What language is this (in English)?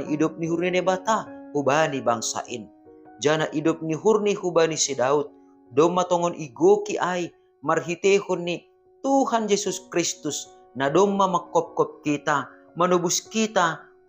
Batak Simalungun